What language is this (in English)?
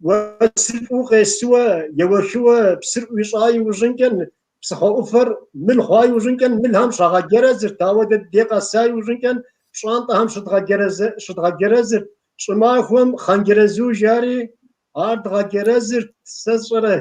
Kabardian